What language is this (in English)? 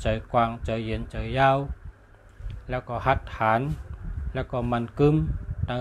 Shan